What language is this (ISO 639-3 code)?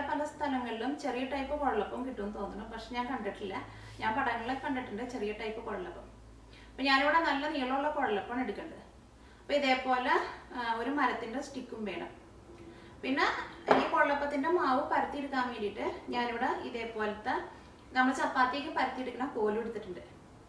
mal